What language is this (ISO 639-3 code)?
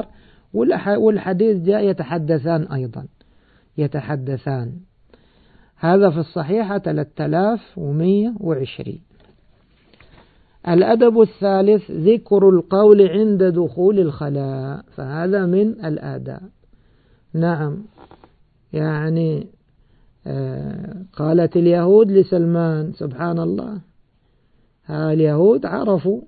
ara